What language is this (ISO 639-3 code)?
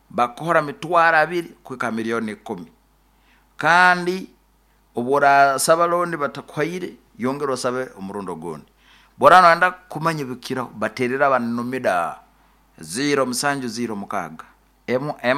nyo